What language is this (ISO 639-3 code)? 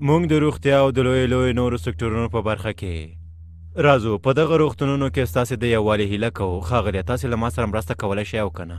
pus